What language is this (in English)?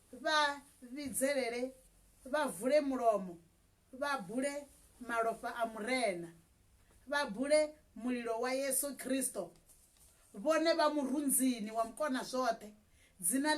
Venda